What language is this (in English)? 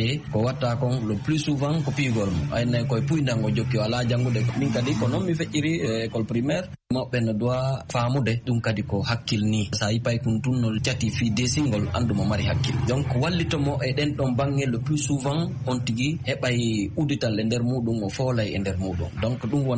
Fula